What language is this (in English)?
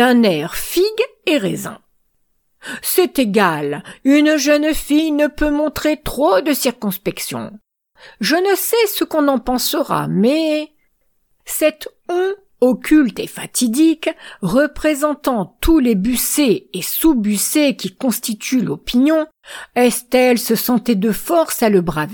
French